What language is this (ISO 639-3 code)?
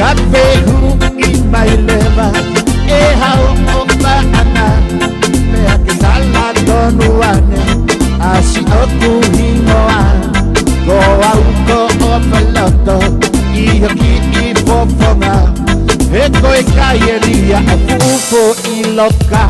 ton